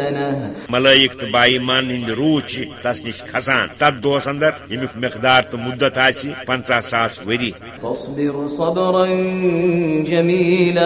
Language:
Kashmiri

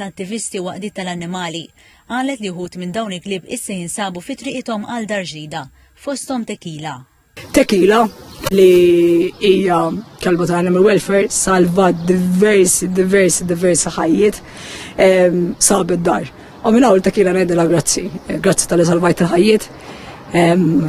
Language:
Maltese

